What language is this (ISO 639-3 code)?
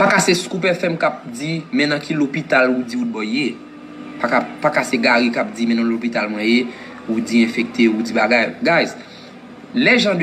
hat